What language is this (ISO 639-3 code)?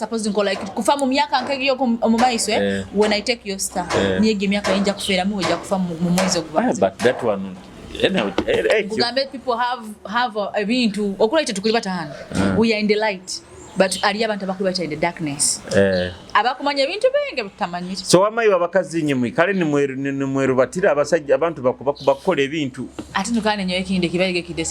nyo